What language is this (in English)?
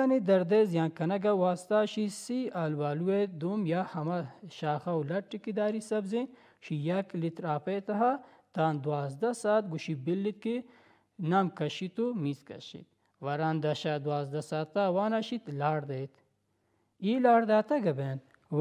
Baluchi